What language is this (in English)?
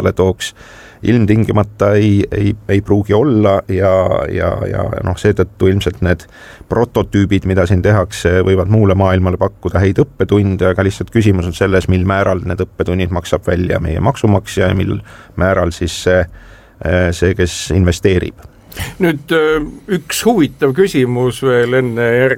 Estonian